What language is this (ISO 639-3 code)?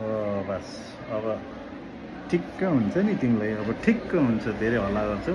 nep